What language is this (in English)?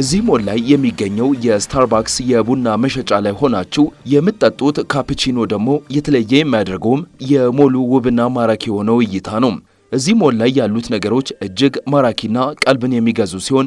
Amharic